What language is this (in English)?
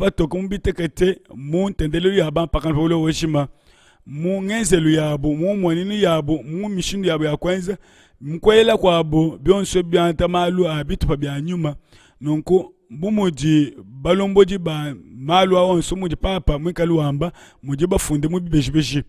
Luba-Lulua